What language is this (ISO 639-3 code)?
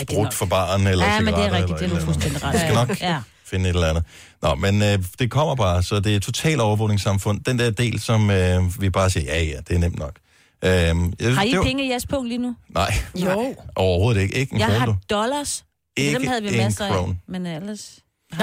dan